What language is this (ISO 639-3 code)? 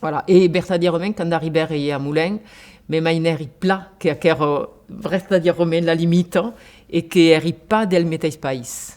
oci